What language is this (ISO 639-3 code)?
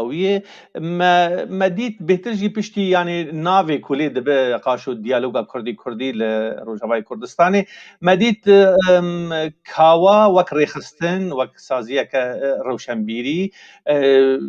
kur